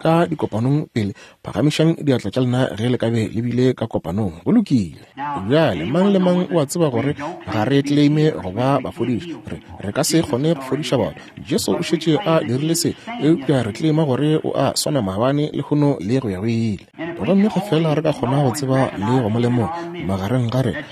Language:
Northern Sotho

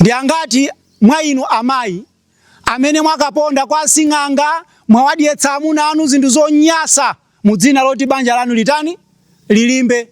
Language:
Nyanja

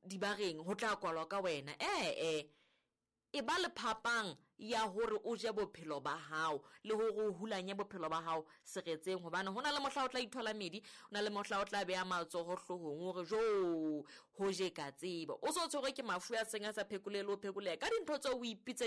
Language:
Southern Sotho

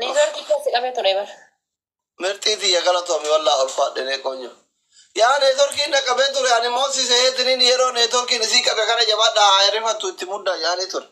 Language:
Oromo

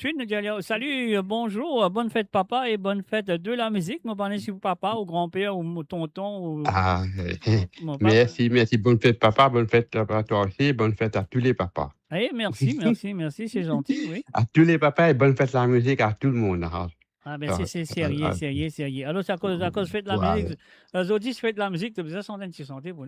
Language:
Morisyen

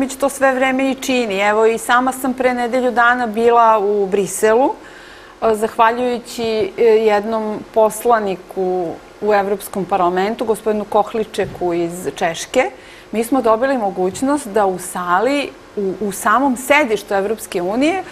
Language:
Serbian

